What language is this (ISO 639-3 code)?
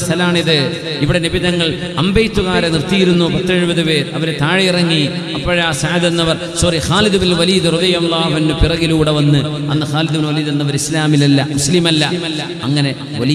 mal